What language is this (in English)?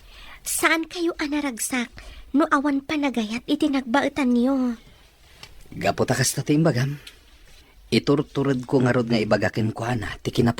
Iloko